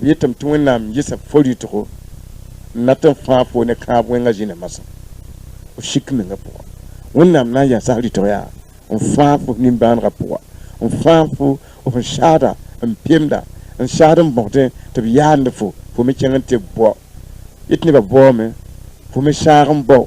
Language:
Mossi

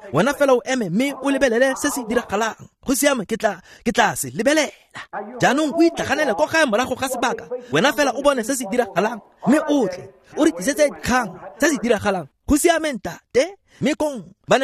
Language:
Tswana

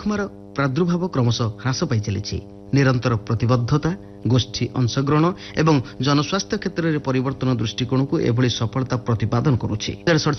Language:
Odia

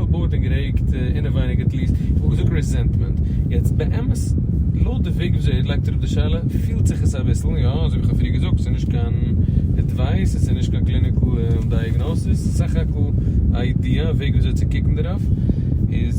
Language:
Yiddish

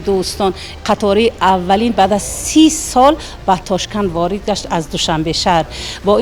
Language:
Tajik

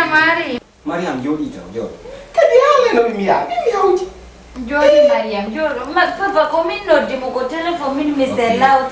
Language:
Fula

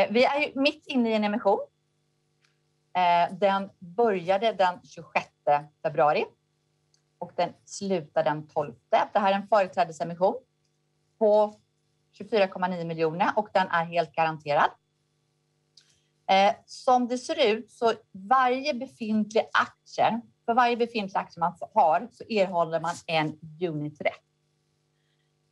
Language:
Swedish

